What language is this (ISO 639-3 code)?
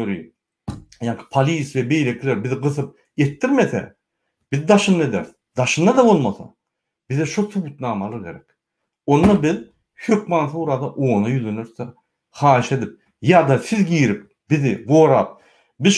tuk